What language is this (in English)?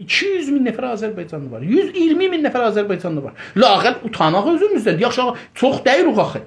South Azerbaijani